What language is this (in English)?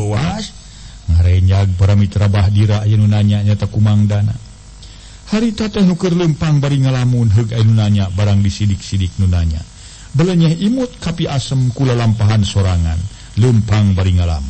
Sundanese